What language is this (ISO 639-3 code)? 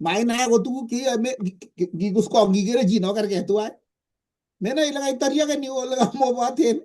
kln